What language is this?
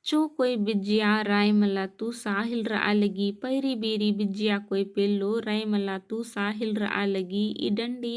Kurukh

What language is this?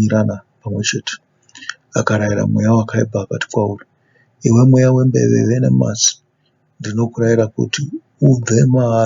Shona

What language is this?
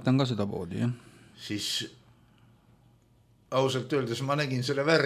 Estonian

